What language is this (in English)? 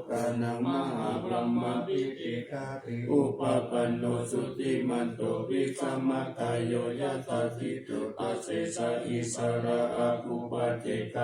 Pali